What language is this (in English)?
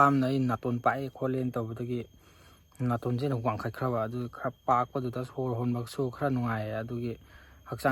Manipuri